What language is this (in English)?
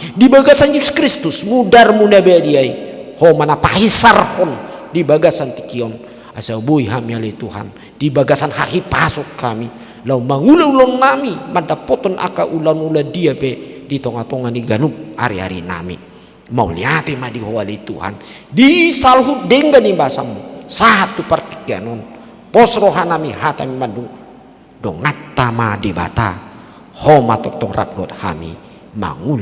Batak Toba